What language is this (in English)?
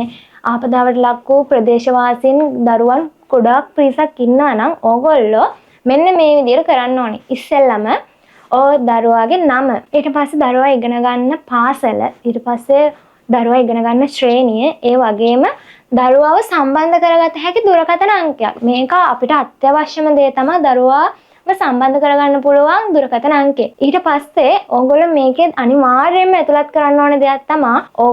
Sinhala